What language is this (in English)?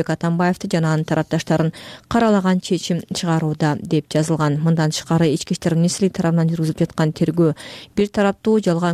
Kyrgyz